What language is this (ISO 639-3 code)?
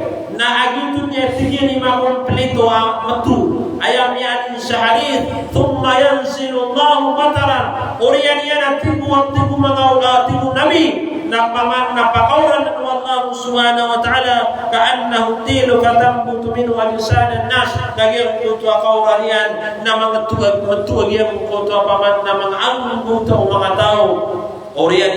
mrw